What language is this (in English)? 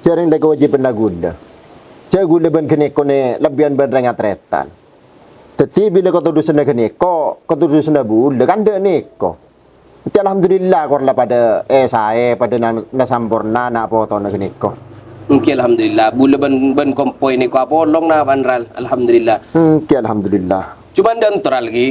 Madurese